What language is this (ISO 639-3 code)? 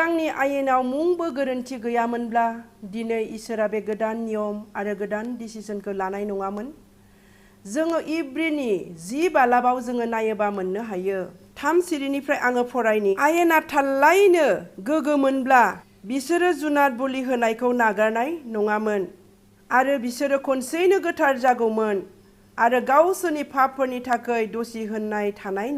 brx